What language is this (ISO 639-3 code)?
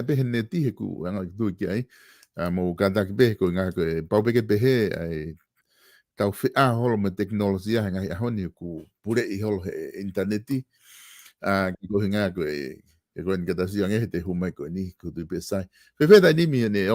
ton